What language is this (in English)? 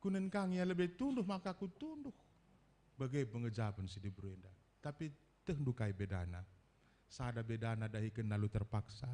Batak Karo